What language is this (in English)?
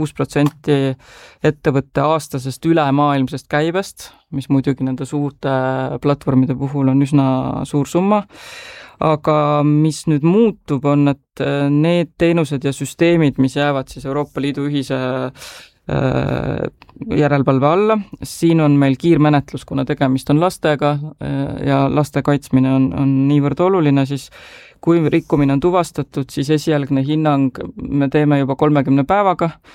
Estonian